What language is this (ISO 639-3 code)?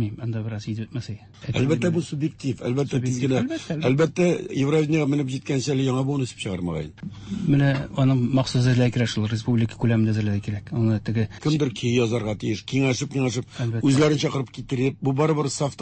tat